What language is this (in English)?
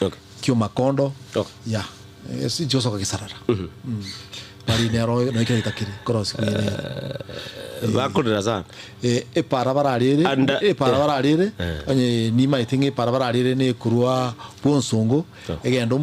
Gusii